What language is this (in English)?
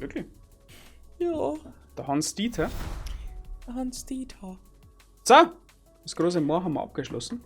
Bavarian